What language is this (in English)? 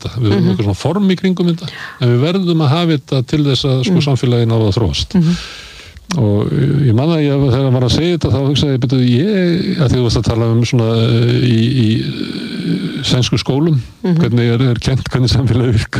Icelandic